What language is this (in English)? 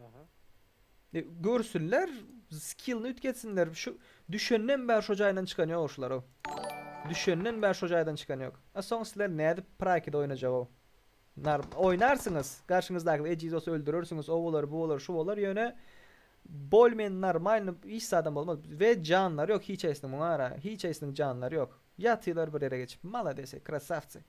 Turkmen